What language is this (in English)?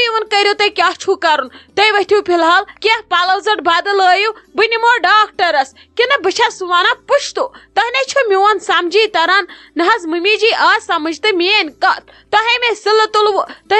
Kashmiri